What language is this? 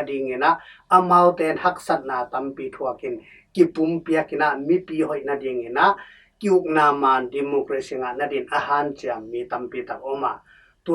Tedim Chin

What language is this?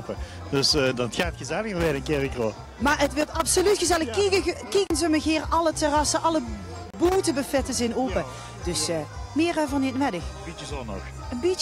Limburgish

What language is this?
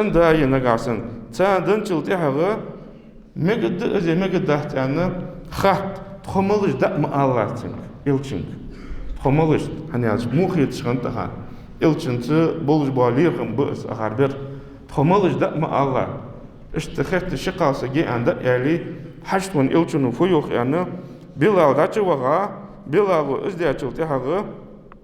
Ingush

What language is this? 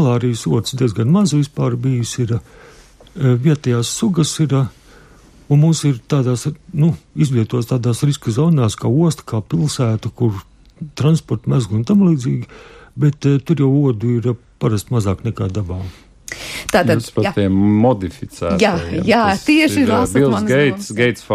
Latvian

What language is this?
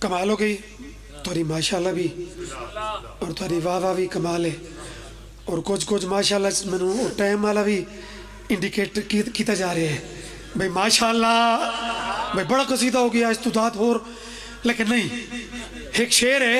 Pahari-Potwari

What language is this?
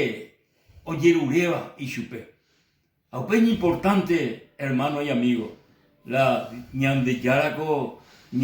Guarani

